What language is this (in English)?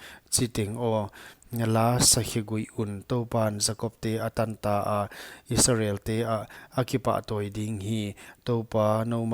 Paite Chin